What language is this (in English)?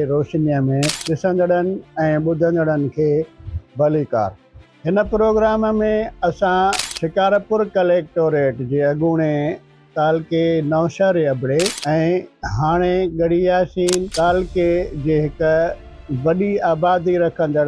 Sindhi